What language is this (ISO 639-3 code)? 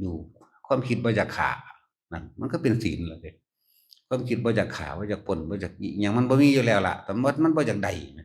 tts